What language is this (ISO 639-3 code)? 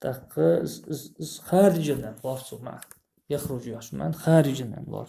inh